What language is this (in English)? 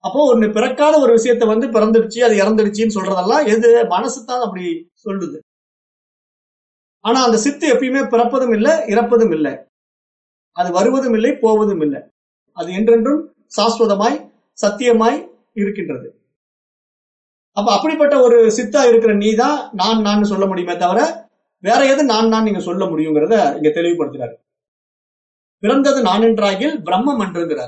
Tamil